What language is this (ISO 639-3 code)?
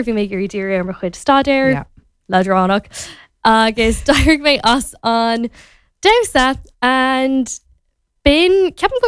gle